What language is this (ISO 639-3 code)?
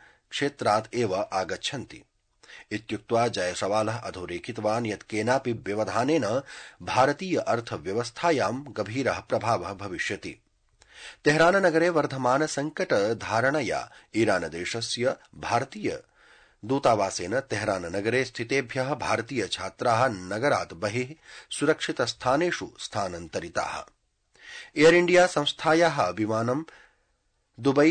san